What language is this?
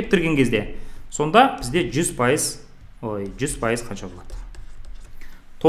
Kazakh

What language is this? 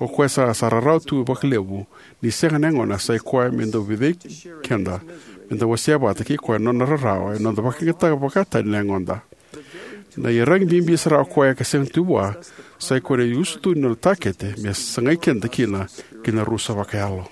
Fijian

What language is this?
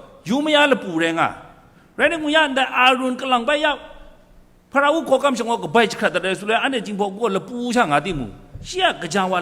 Kachin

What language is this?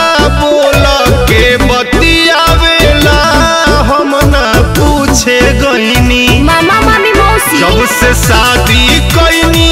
Bhojpuri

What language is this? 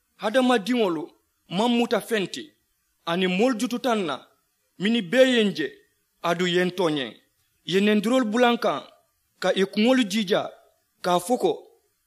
Mandingo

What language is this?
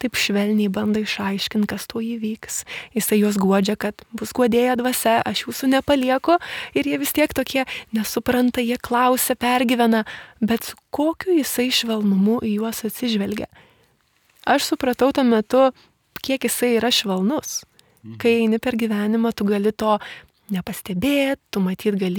Lithuanian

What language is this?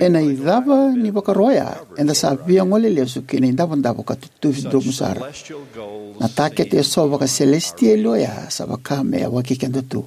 Fijian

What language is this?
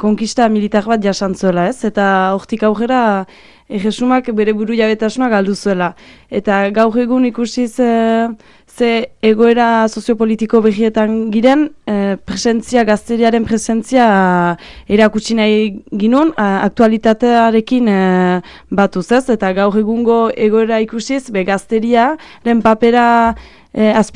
Basque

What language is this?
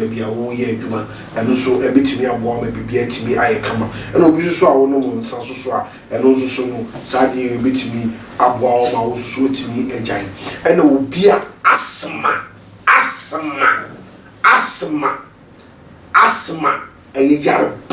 Akan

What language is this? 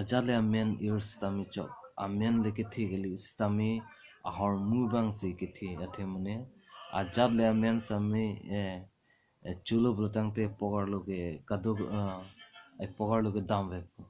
Karbi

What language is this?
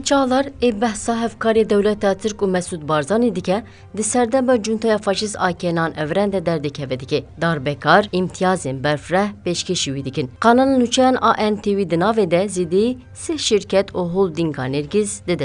Kurdish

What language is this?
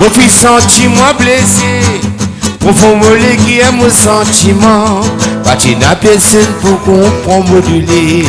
Réunion Creole French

